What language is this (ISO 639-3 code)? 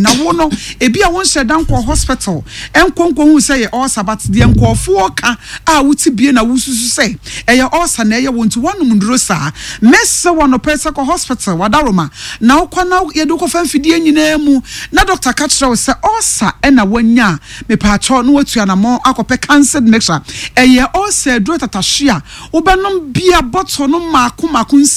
aka